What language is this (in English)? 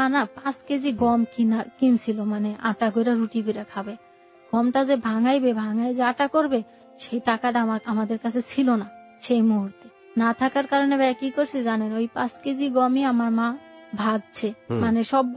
Bangla